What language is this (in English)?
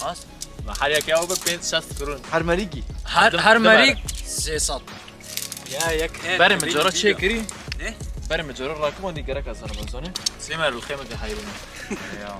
Kurdish